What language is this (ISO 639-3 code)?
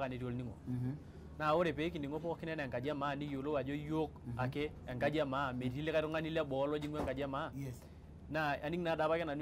mas